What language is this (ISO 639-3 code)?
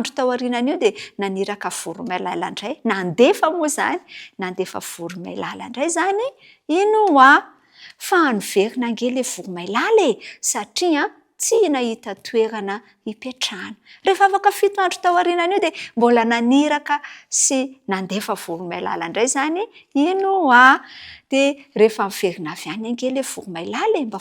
mlg